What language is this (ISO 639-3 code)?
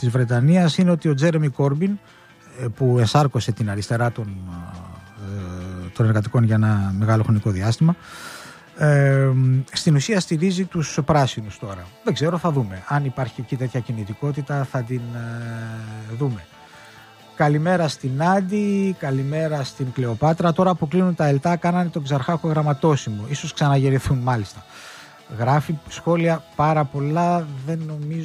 ell